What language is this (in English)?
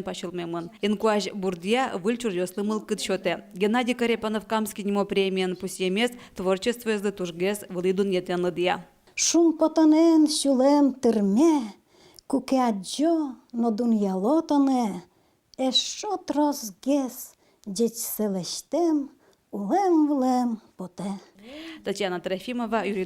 Udmurt